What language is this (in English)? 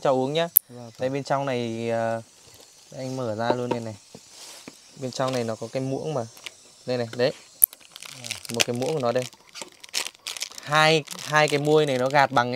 Vietnamese